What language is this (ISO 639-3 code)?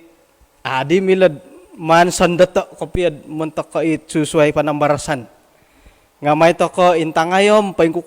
dtp